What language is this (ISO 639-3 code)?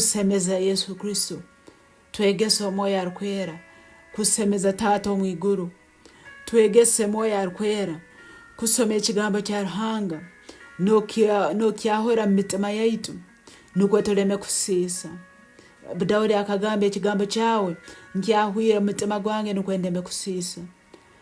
nyo